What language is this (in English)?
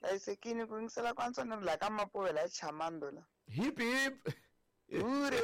Tsonga